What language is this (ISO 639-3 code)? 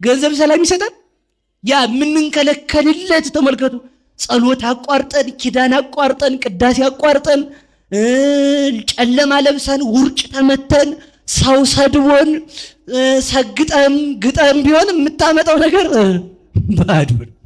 amh